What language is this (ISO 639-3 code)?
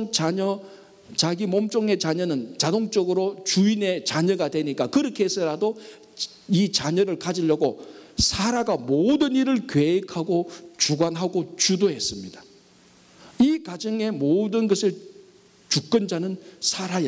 kor